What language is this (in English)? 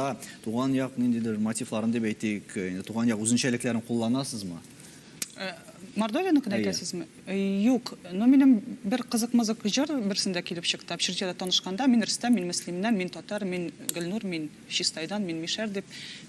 Tatar